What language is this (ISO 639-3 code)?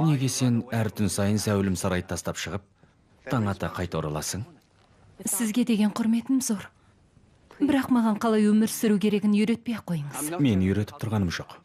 kaz